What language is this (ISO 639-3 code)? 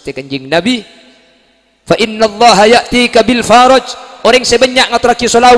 mad